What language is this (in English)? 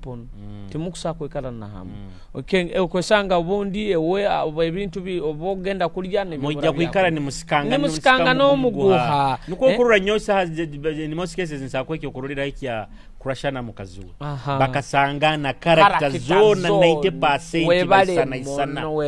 Nyoro